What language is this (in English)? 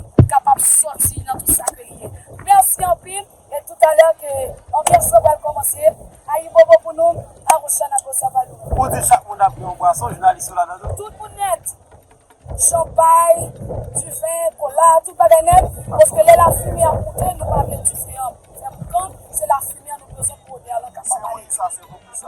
Haitian Creole